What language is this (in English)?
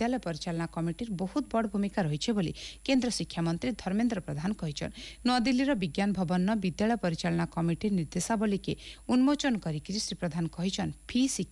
Odia